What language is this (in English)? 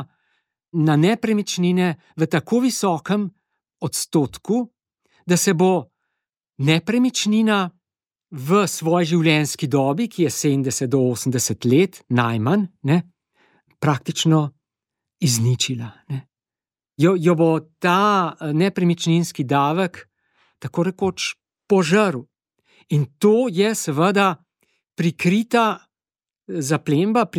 Slovenian